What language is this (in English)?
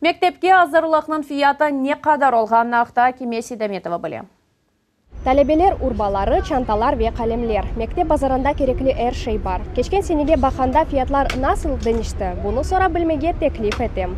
Crimean Tatar